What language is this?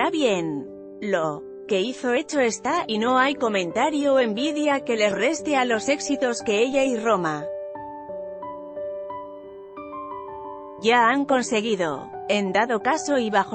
Spanish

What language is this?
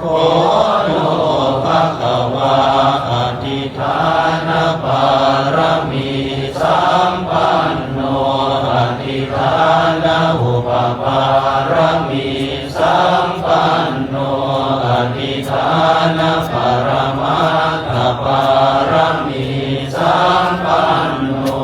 Pali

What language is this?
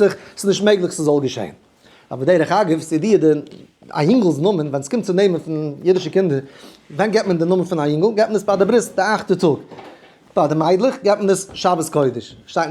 Yiddish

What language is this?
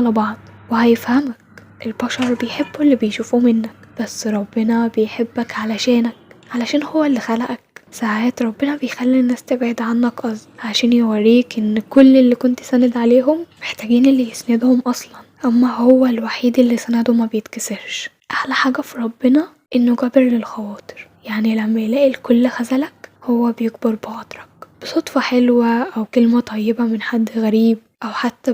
Egyptian Arabic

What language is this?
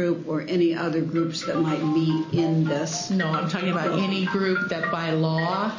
English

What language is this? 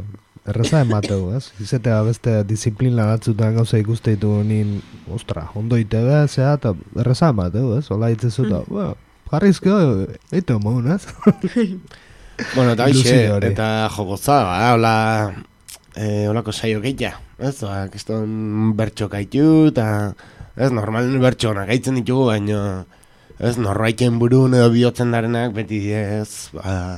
Basque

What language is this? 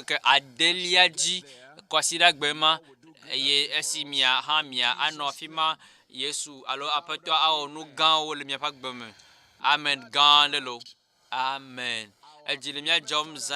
Ewe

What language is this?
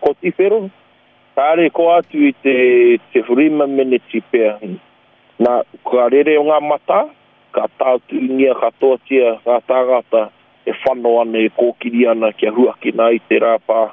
Māori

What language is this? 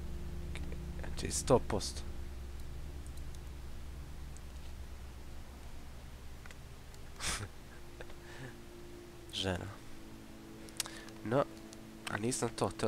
Croatian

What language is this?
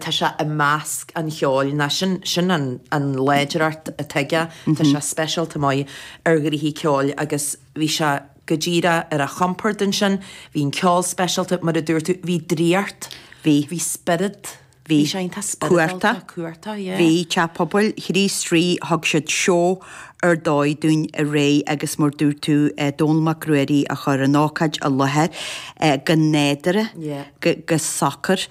Irish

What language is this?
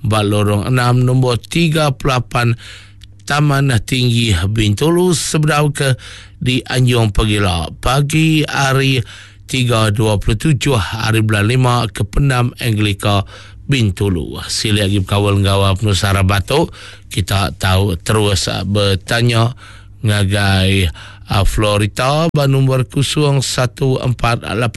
Iban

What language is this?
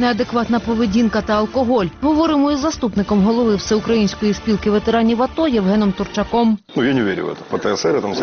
Ukrainian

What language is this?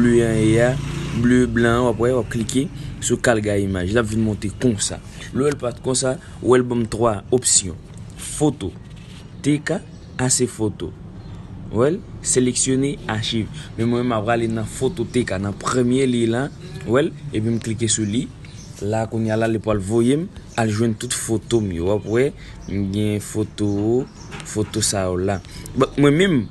Haitian Creole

